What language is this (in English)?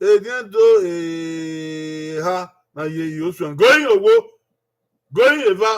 Bini